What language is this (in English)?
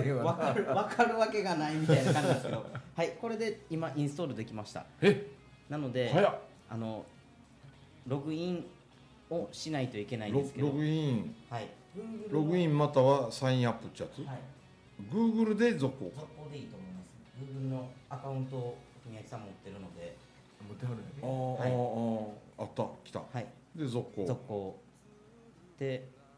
Japanese